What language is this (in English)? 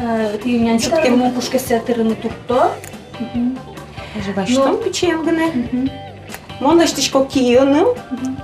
Udmurt